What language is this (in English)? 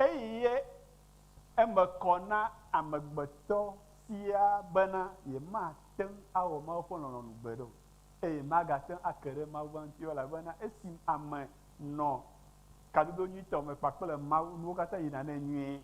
Ewe